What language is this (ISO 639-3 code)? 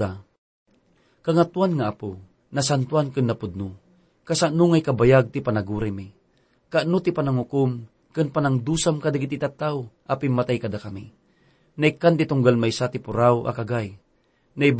ilo